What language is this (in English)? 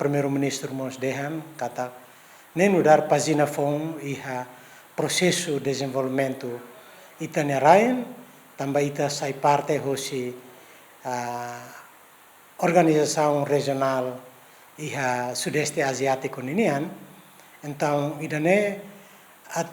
Tetum